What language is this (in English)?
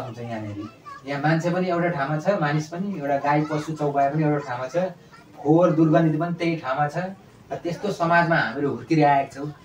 Nepali